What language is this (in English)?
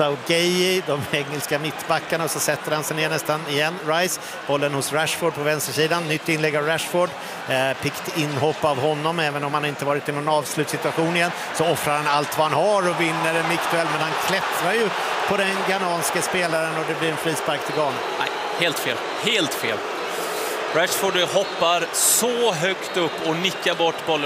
Swedish